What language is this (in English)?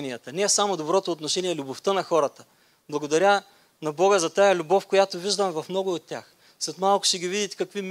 Bulgarian